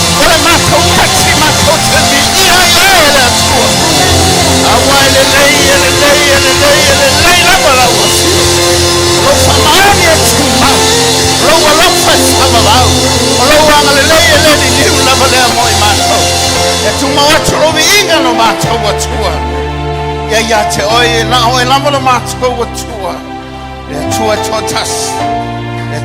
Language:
Samoan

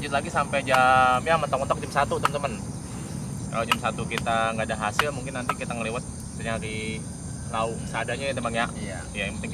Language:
Betawi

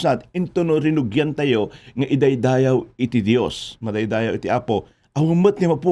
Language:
Iloko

